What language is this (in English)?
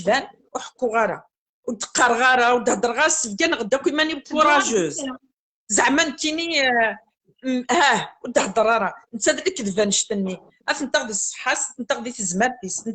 Kabyle